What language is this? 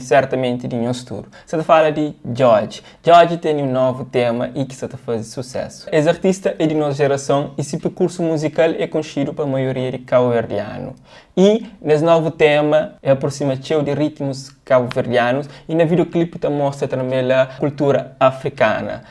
Kabuverdianu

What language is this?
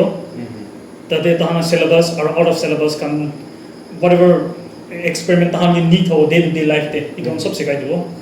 Naga Pidgin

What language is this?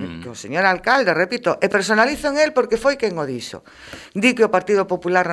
Galician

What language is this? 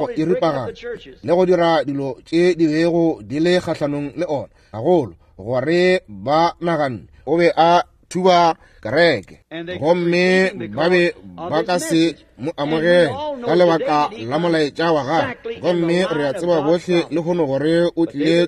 Northern Sotho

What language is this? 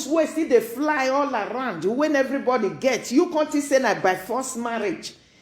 Nigerian Pidgin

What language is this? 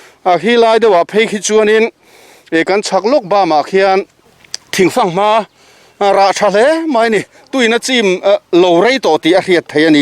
Mizo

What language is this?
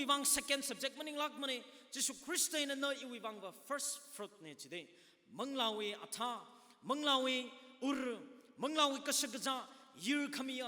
Tangkhul Naga (India)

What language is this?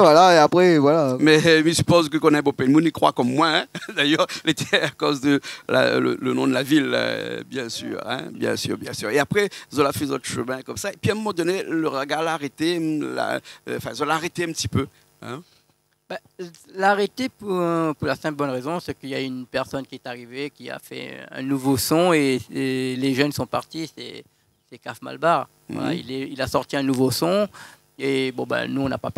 Réunion Creole French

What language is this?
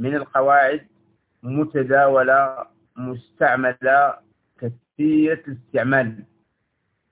Arabic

